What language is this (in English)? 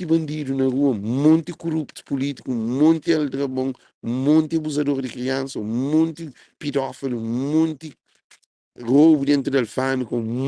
Kabuverdianu